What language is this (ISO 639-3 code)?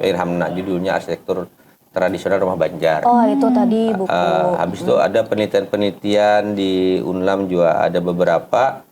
bjn